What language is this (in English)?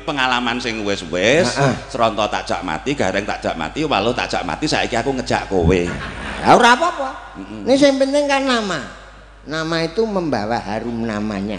Javanese